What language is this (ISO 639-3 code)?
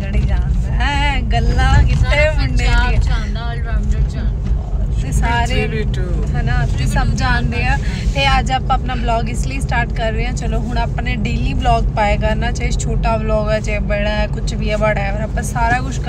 pan